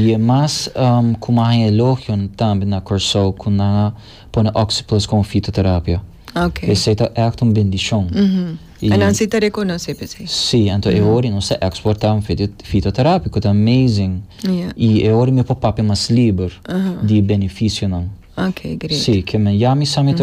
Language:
Papiamento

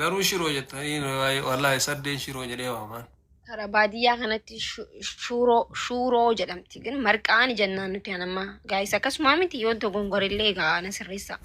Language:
Oromo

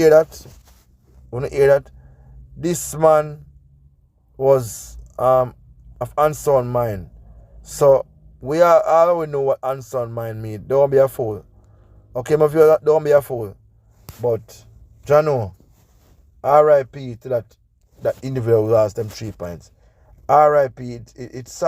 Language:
Jamaican Creole English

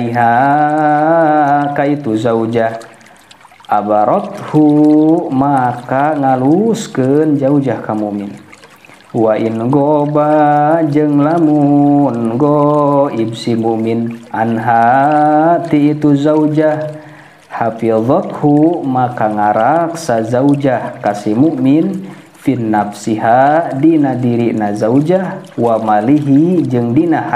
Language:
Sundanese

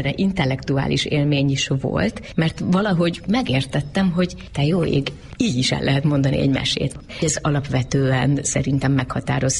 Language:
Hungarian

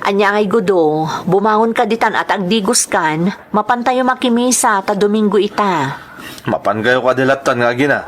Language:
Iloko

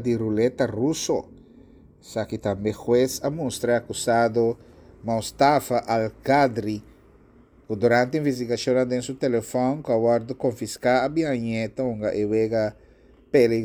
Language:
Papiamento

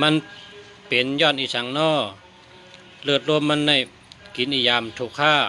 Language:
Shan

